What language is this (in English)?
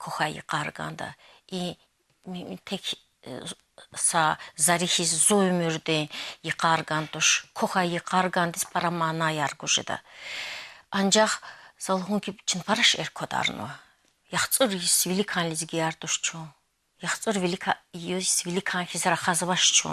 Lezghian